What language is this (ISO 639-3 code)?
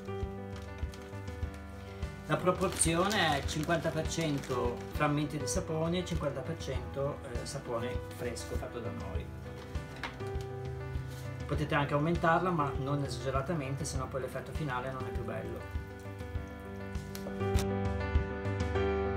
ita